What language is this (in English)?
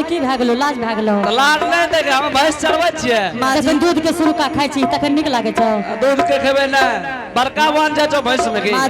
Angika